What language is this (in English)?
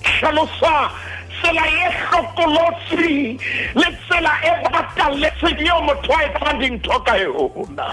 Southern Sotho